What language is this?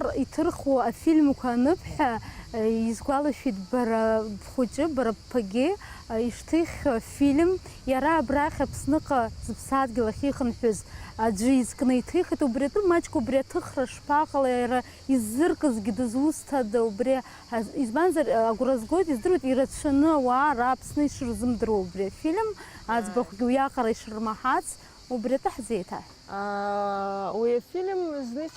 Abkhazian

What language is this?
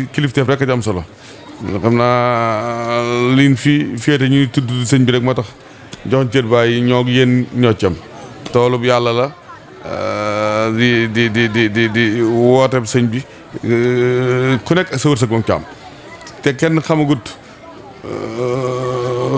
Wolof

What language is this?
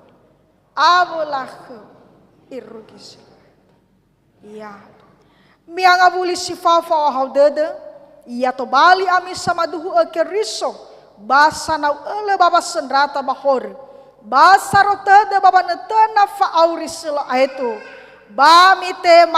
Nias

